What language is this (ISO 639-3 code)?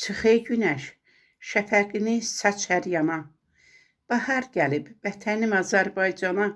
aze